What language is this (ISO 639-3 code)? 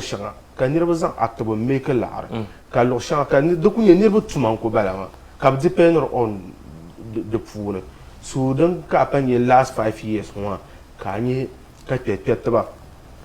dag